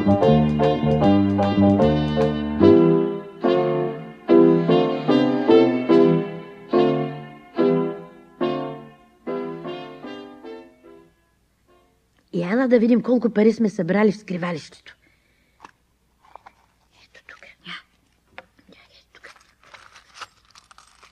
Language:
Bulgarian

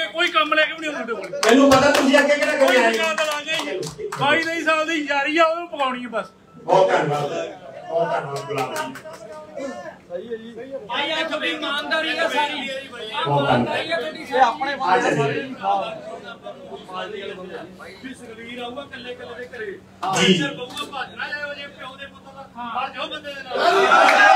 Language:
Punjabi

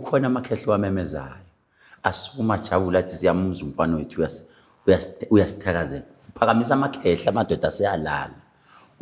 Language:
Zulu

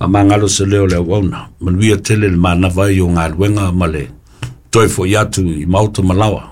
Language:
Samoan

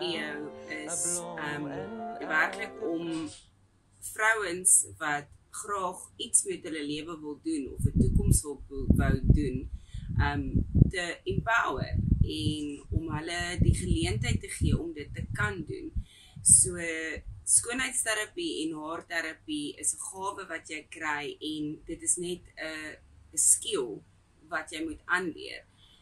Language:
Afrikaans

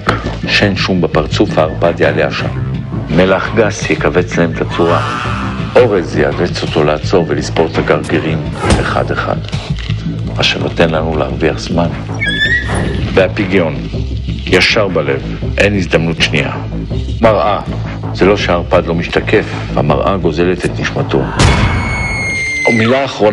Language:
Hebrew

